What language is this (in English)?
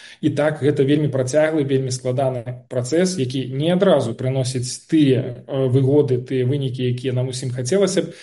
Belarusian